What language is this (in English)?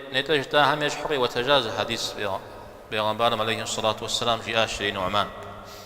Kabardian